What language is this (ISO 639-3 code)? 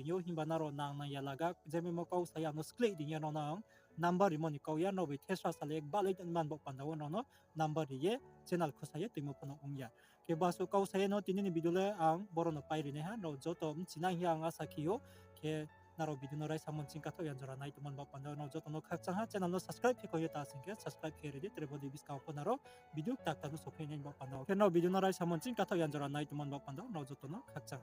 ria